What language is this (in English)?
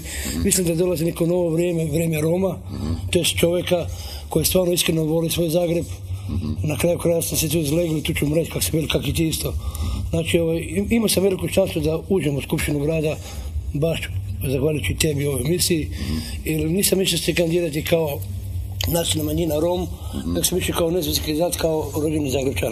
Croatian